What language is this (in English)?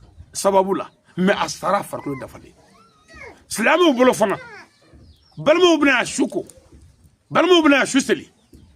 Bambara